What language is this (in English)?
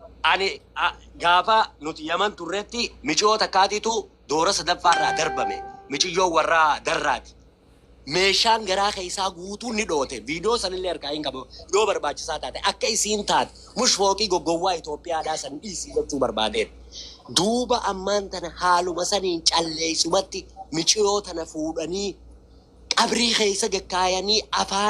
Oromo